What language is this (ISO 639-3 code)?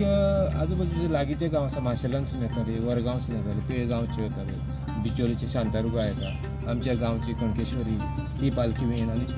kok